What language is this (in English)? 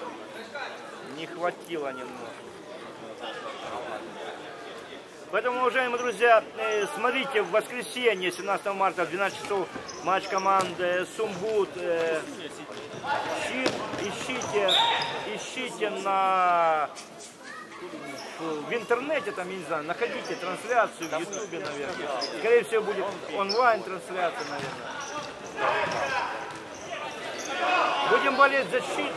Russian